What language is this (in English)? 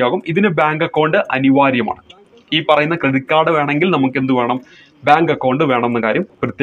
Malayalam